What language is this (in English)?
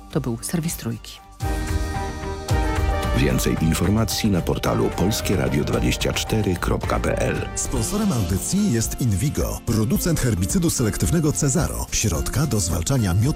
Polish